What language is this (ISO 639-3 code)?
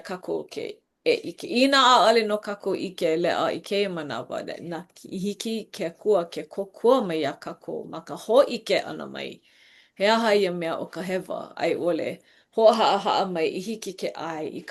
haw